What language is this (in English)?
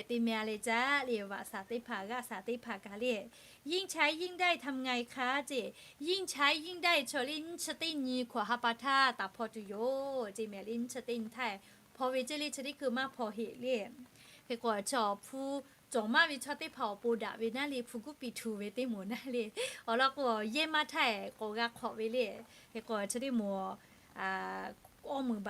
Lahu